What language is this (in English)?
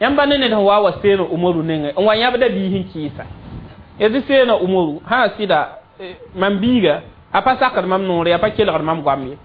Mossi